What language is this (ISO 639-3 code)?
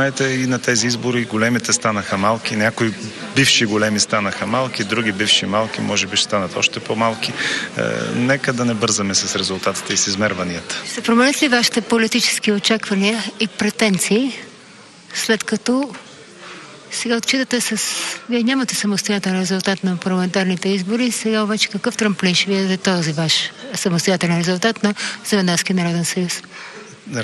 bul